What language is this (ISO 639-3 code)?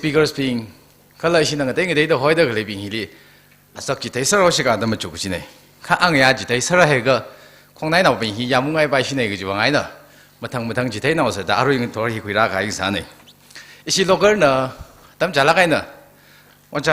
nmf